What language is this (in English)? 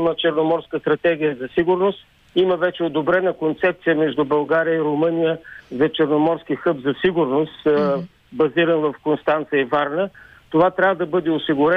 Bulgarian